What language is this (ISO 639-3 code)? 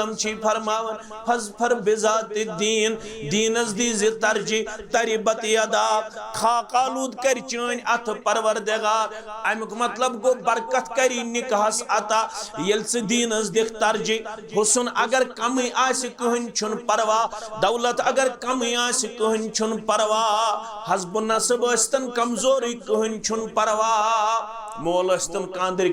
kas